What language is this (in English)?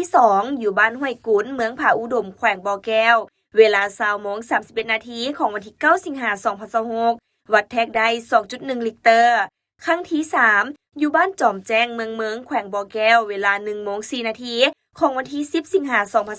Lao